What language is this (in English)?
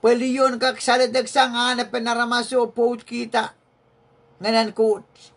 Pohnpeian